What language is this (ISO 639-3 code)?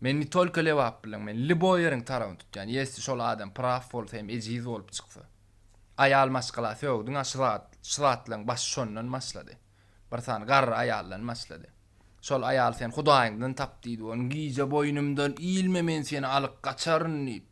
tuk